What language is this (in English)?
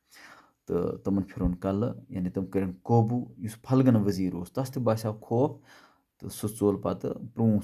Kashmiri